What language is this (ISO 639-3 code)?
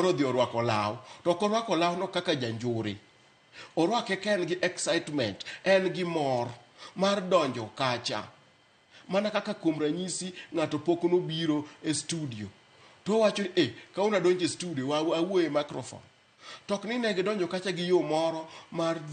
luo